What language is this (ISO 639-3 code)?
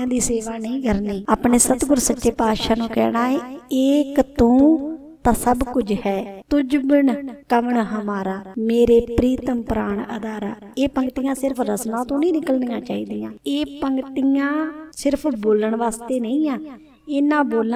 pan